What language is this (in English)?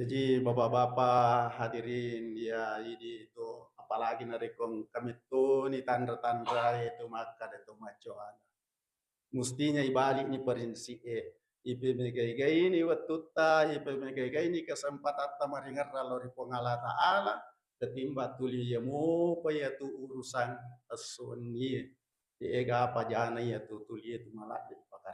Buginese